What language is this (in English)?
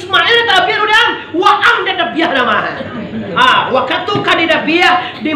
Minangkabau